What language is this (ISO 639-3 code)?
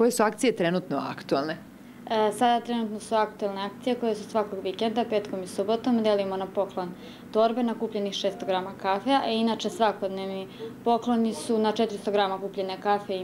srp